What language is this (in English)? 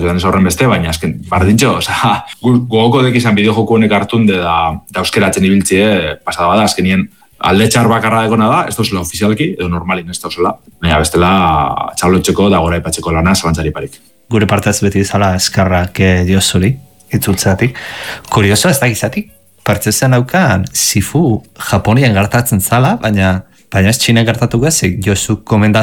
Basque